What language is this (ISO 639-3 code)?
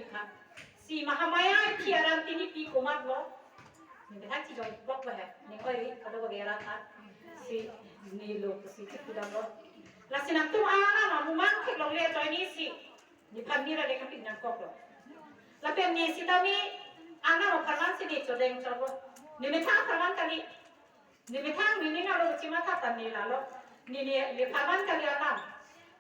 mjw